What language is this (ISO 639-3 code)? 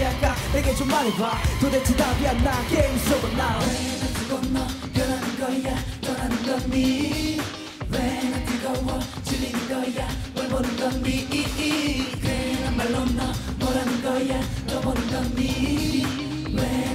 kor